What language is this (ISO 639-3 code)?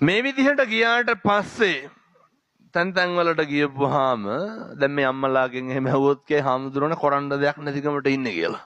sin